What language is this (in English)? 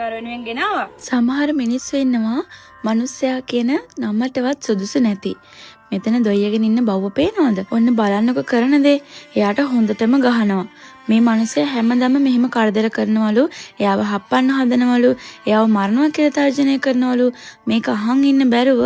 Sinhala